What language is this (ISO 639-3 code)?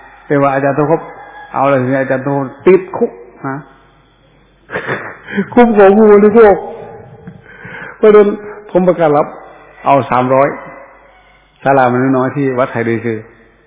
tha